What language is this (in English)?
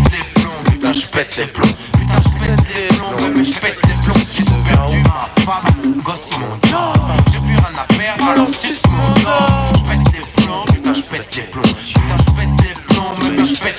French